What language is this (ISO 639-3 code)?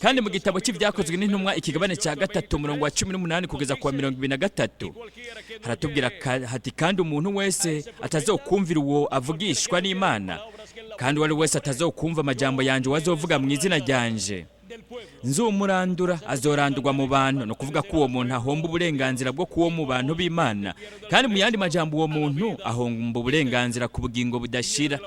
run